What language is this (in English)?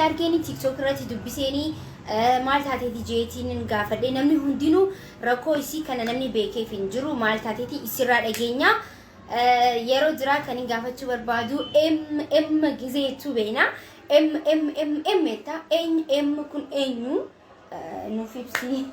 Oromo